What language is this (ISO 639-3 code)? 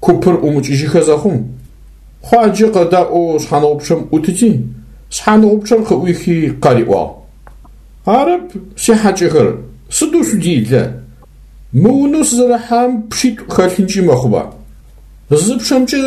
ady